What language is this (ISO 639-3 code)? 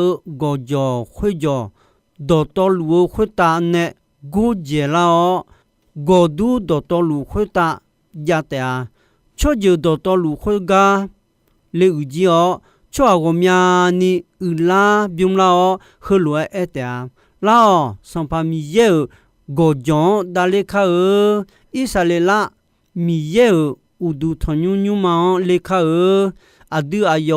ahk